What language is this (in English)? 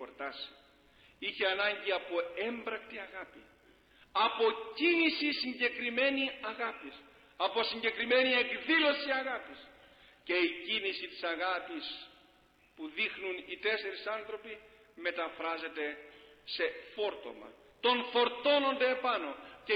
Greek